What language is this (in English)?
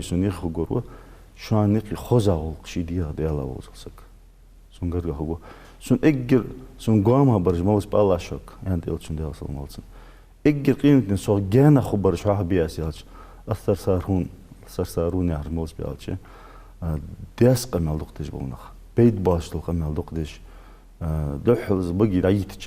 Ingush